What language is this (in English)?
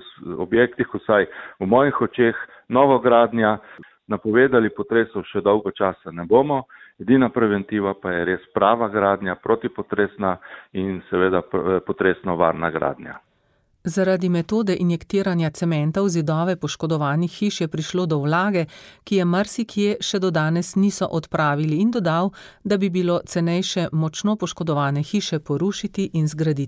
Slovenian